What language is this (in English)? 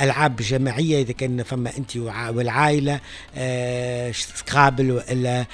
Tunisian Arabic